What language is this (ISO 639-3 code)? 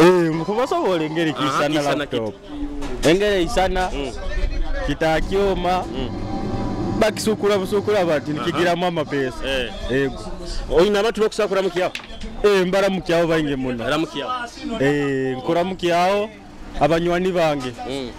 nyo